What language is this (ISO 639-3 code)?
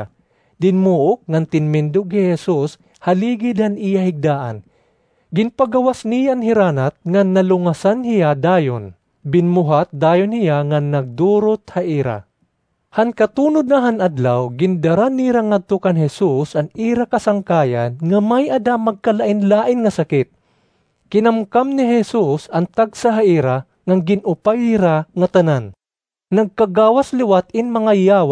war